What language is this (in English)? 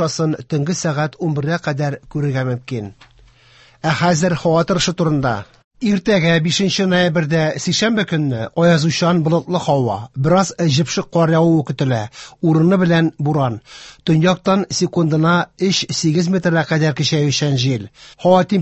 Tatar